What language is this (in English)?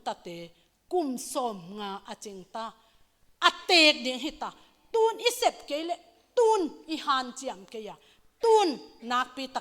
Tedim Chin